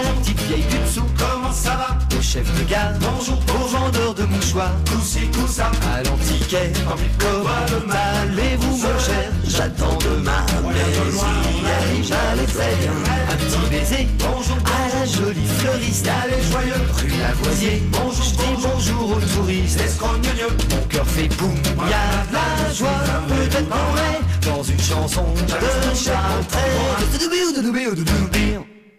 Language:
French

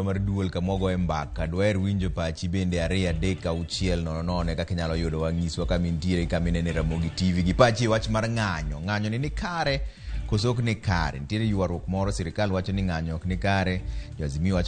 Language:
Luo (Kenya and Tanzania)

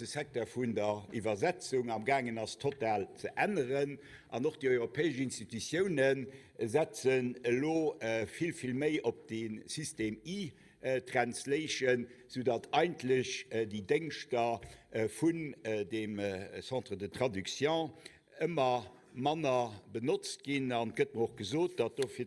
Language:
Luxembourgish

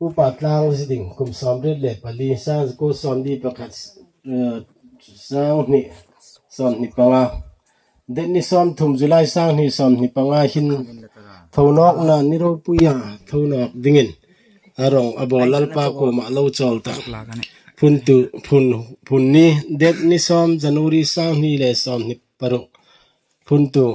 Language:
Hmar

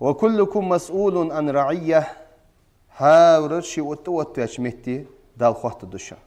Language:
Ingush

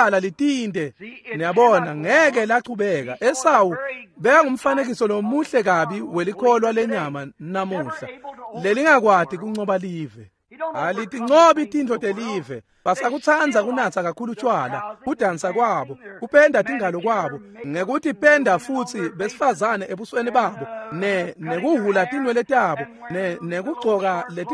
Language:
Swati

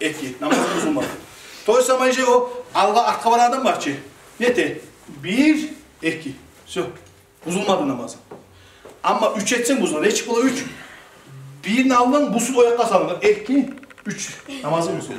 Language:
Kumyk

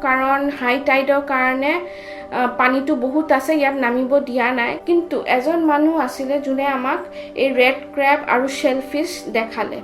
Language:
Assamese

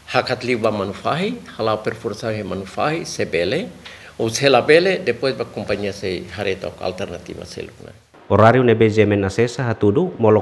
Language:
Tetum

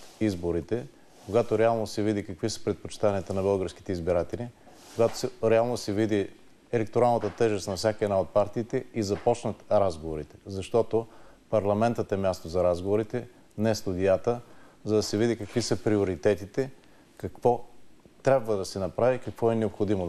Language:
Bulgarian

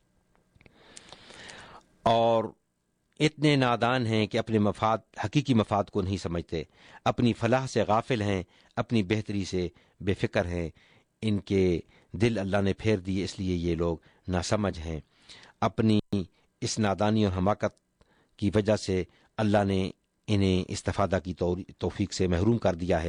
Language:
Urdu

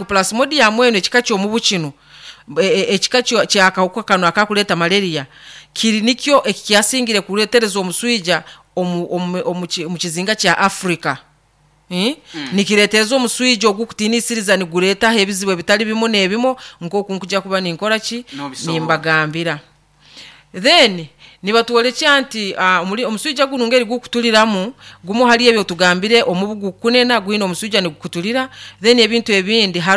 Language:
Nyoro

